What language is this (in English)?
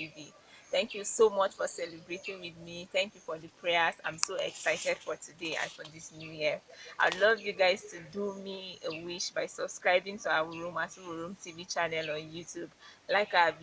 Berom